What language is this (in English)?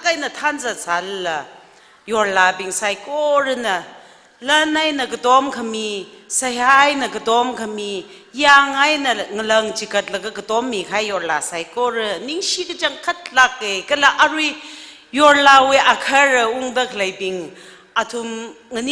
Tangkhul Naga (India)